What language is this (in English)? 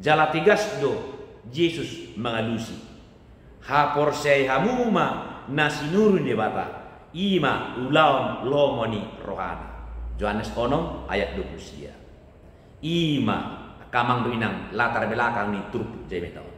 Batak Toba